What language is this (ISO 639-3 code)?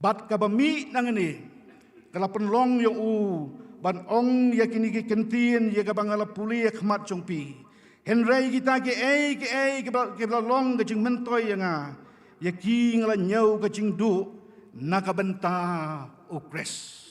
kha